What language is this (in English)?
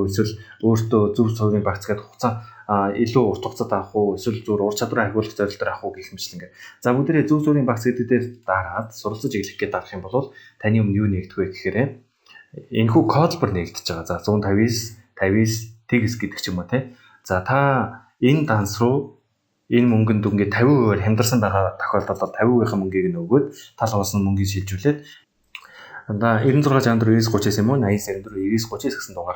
Mongolian